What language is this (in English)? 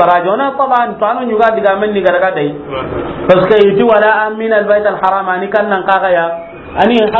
Soninke